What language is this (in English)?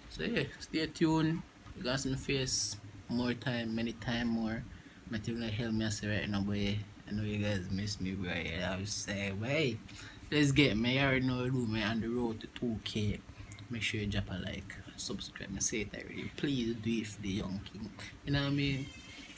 Jamaican Creole English